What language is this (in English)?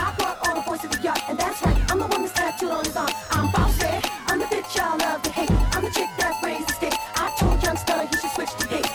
English